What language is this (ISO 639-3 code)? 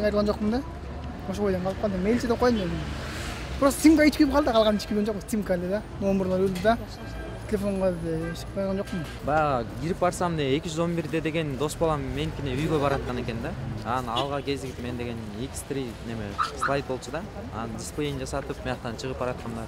kir